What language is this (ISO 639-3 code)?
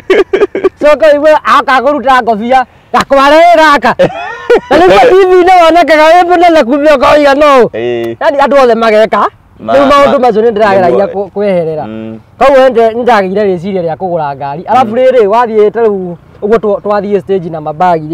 kik